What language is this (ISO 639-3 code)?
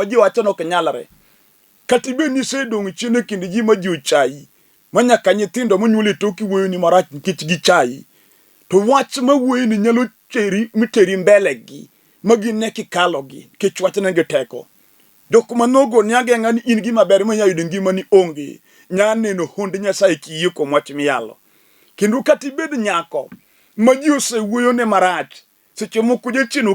luo